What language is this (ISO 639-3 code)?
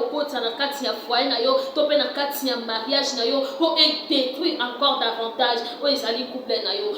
lin